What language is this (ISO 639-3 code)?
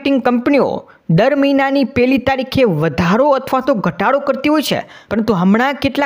guj